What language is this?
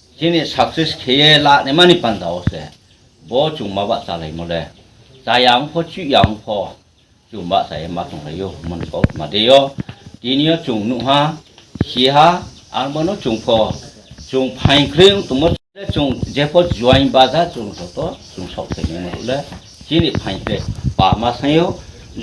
Kok Borok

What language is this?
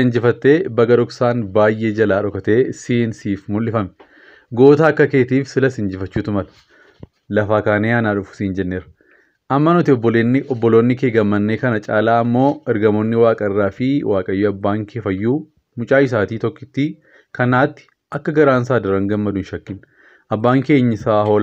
Oromo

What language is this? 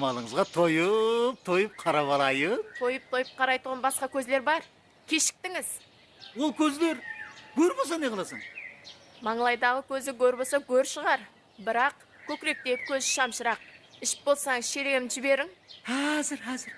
Kara-Kalpak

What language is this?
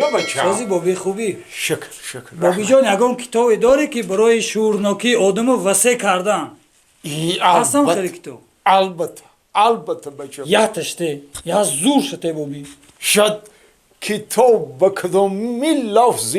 Tajik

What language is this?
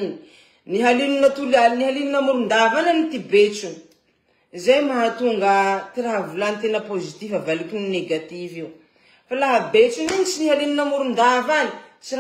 Malagasy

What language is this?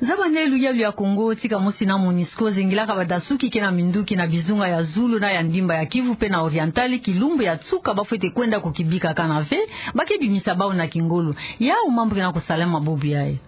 Kituba (Democratic Republic of Congo)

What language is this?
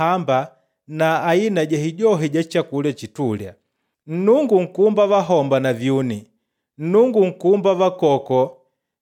Makonde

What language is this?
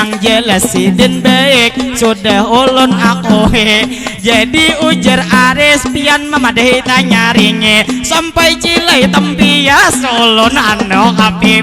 Banjar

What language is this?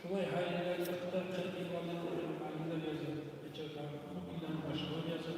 Kumyk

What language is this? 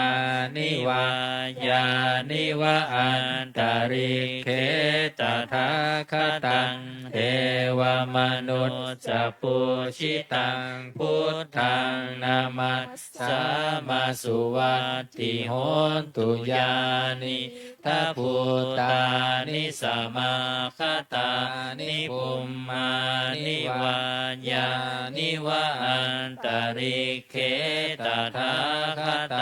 Pali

